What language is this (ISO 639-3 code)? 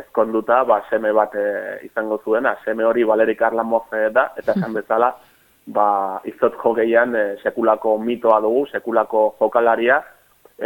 eus